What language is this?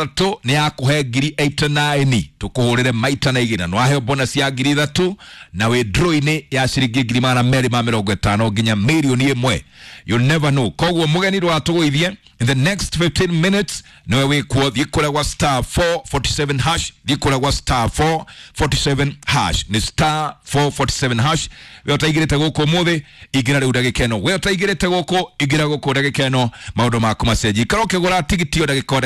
Kikuyu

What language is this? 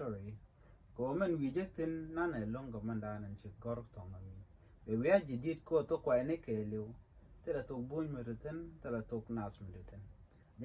Nuer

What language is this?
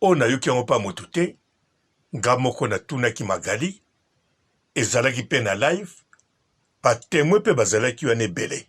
Lingala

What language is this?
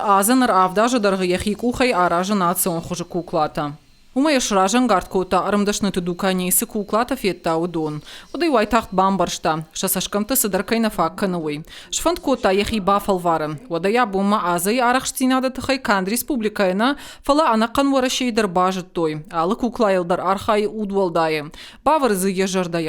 Ossetic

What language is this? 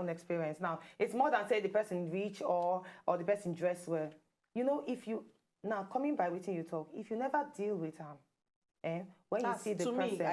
Nigerian Pidgin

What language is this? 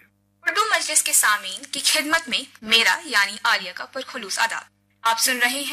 Urdu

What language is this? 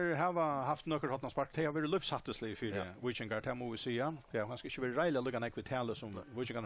Faroese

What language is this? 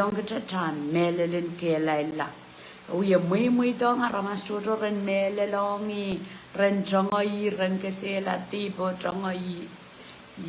Pohnpeian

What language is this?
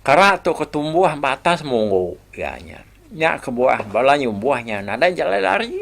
Iban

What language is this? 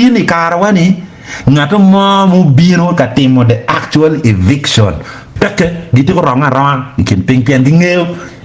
Acoli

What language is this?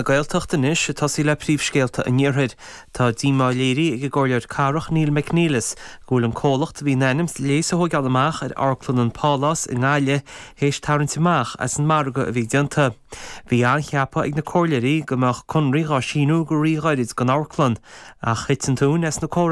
Irish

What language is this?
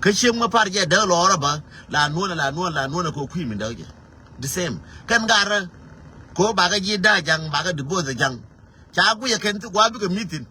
Nuer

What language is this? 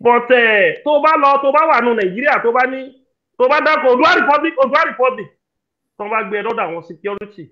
Yoruba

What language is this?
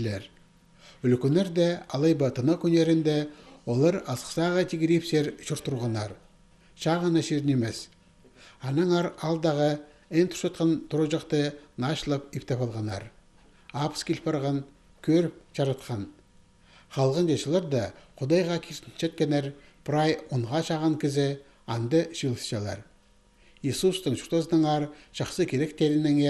Khakas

